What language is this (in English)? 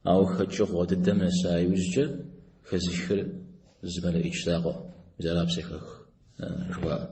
Kabardian